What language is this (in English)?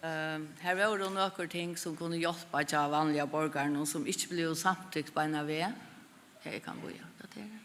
Faroese